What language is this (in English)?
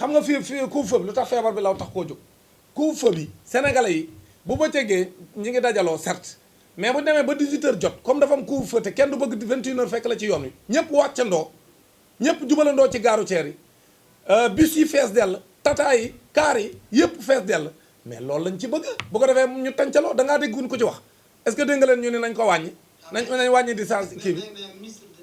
Wolof